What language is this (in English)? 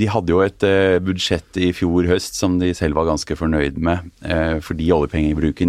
Norwegian